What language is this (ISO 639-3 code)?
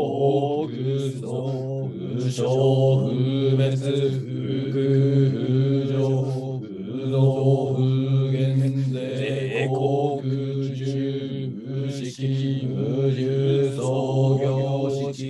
jpn